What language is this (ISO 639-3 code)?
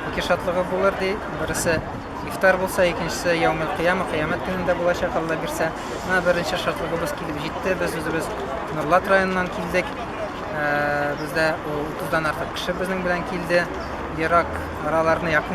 tat